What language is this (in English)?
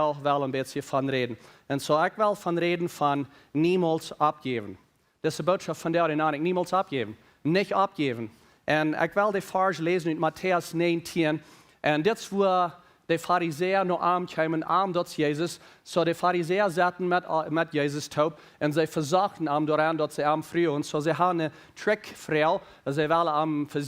Plautdietsch